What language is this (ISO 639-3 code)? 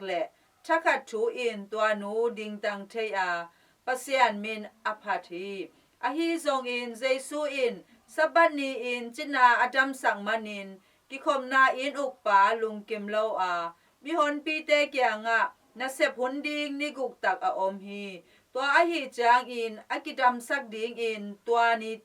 ctd